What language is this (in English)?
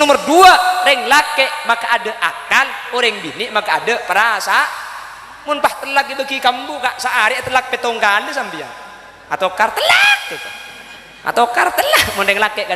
Madurese